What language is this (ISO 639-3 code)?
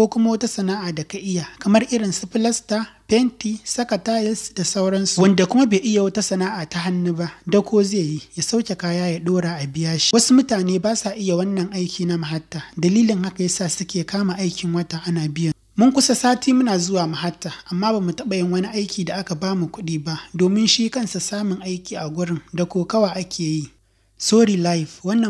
hau